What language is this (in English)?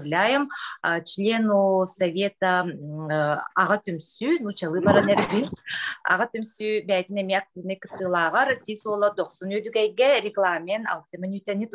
Yakut